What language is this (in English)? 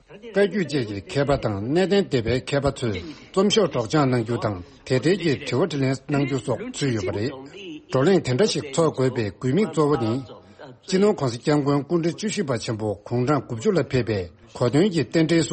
Tibetan